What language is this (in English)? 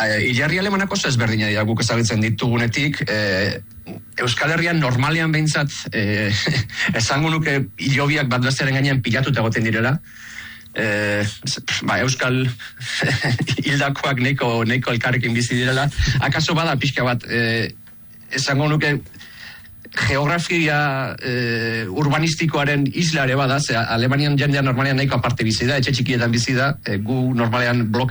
Basque